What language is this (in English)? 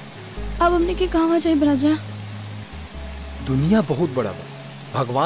Bhojpuri